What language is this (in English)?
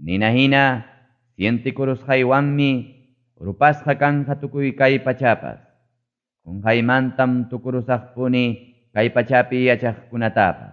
Ayacucho Quechua